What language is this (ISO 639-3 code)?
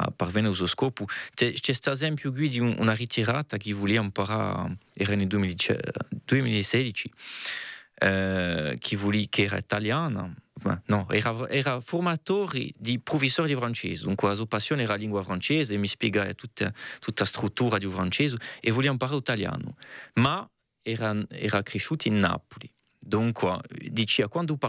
cos